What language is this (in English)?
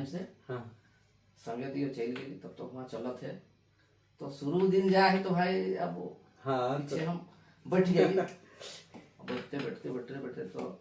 Sadri